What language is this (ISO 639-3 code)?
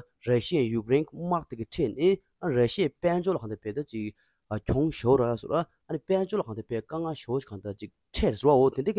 bod